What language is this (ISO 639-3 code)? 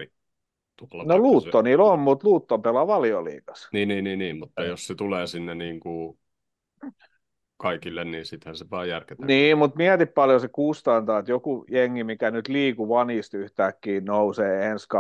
fin